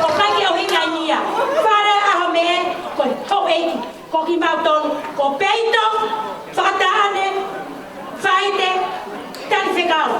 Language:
Tongan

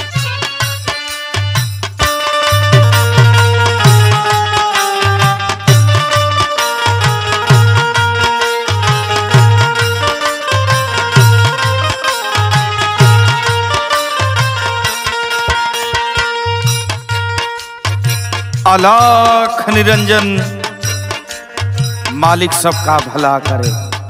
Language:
Bhojpuri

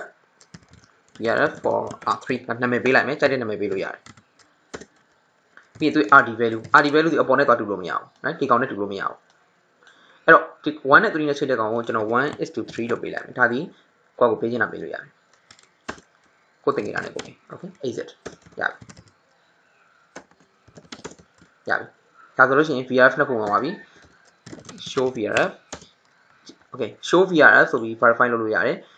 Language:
Burmese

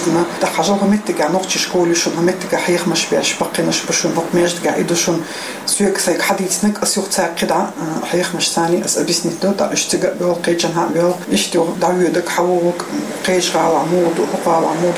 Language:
Chechen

